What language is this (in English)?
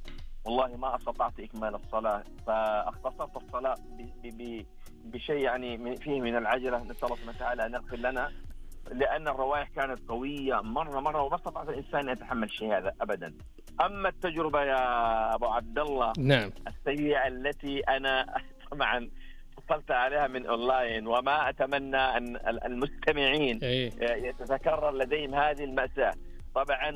Najdi Arabic